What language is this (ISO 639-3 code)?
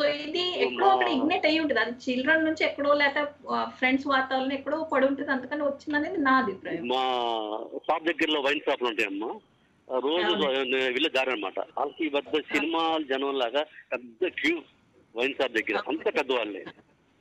tel